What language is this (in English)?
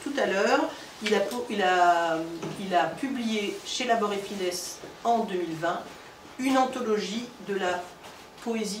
French